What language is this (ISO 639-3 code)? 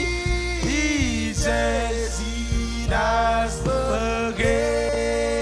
mah